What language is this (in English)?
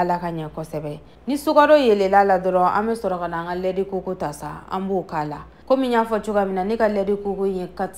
Bambara